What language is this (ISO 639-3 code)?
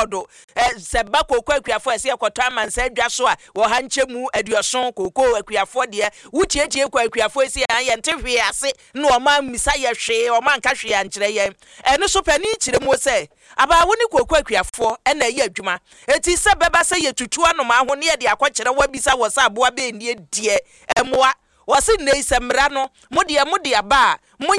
aka